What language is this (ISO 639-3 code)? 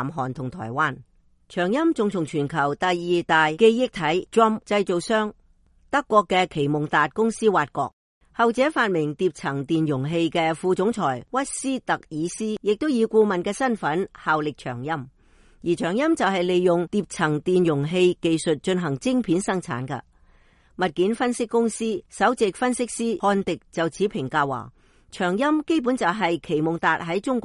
yue